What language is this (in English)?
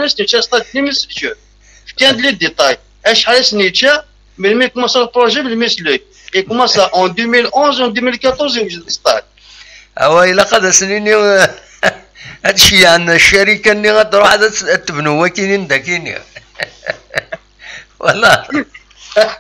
Kabyle